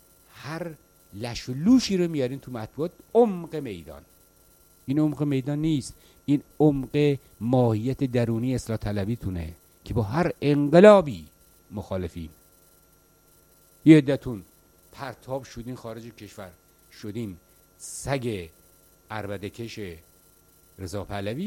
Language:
Persian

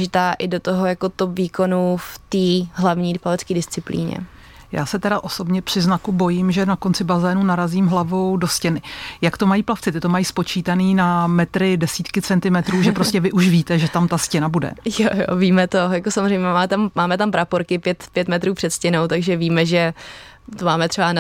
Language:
Czech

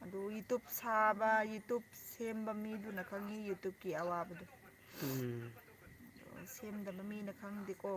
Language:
Manipuri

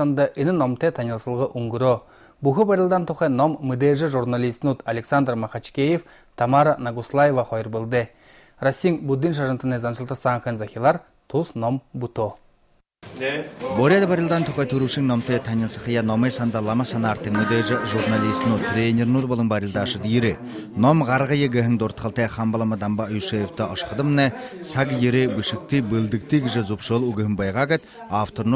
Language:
Buriat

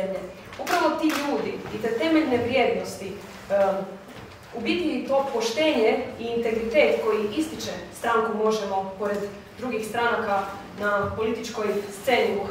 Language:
Croatian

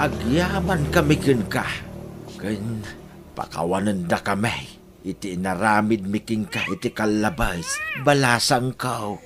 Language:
Iloko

